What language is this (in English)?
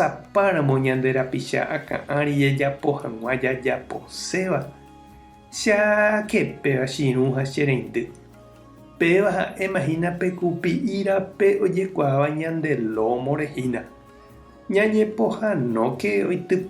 Guarani